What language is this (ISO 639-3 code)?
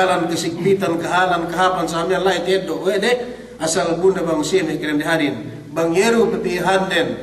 yka